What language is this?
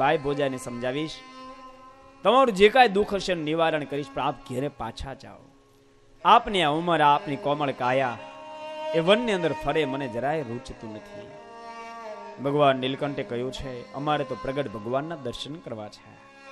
Gujarati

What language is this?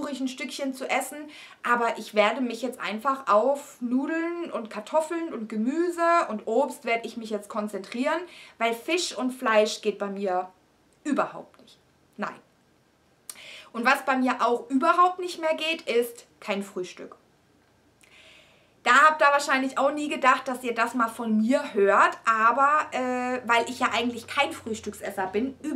German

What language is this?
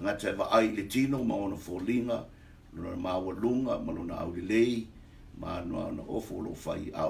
Samoan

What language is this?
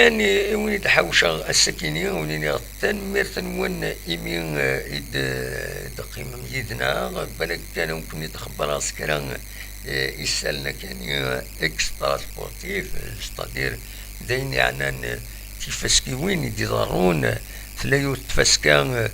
Kabyle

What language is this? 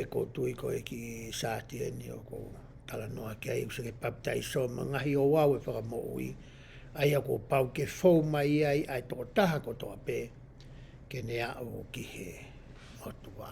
Tongan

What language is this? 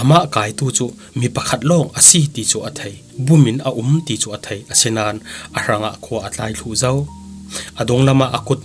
Falam Chin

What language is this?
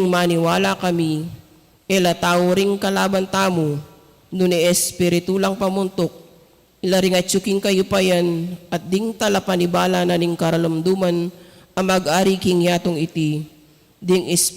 Pampanga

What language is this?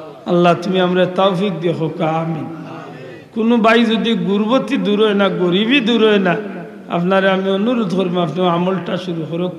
Sylheti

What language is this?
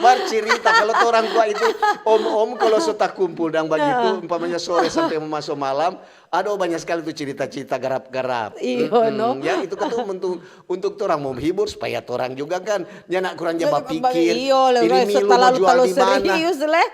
Manado Malay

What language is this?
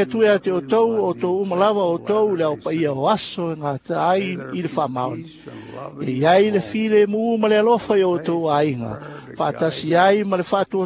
Samoan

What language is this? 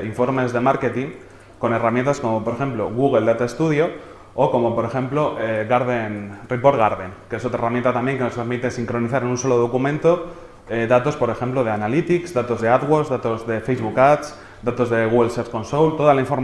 Spanish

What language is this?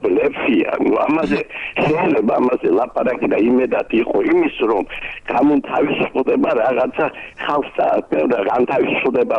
Georgian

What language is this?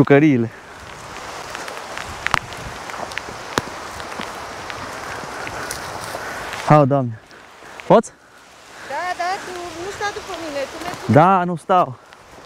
Romanian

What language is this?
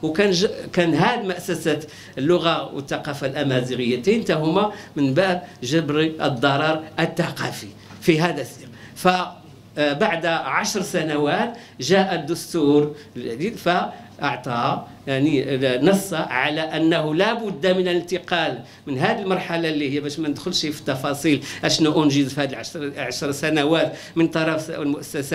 Moroccan Arabic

